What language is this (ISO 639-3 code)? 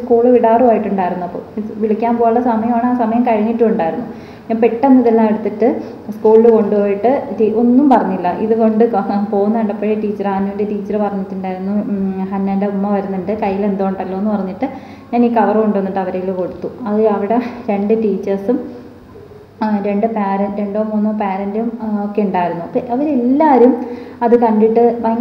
mal